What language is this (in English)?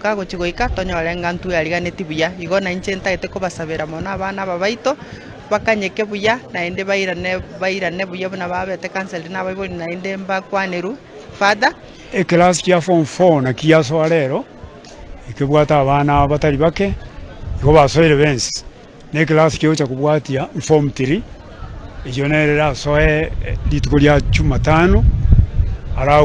Gusii